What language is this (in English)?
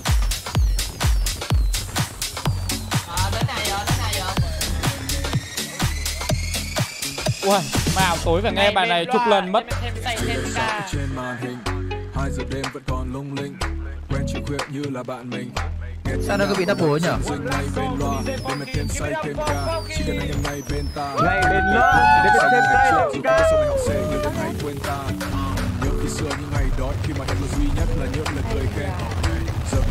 Vietnamese